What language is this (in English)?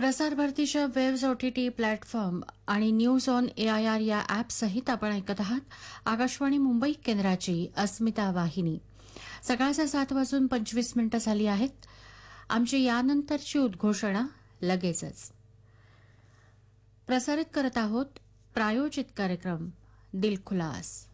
Marathi